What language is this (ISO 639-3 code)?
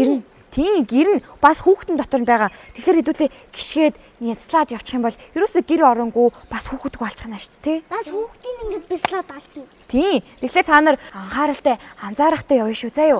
mon